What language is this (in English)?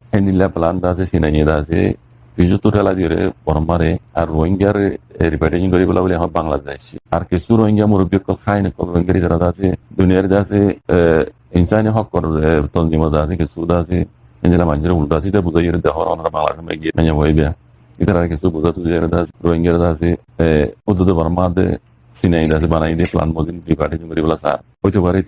Rohingya